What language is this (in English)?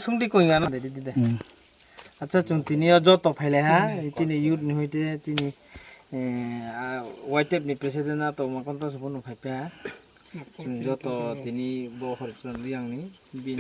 Kok Borok